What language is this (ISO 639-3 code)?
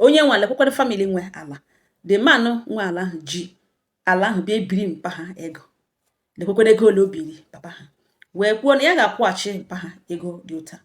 ibo